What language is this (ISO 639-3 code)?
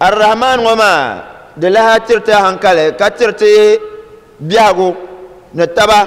dag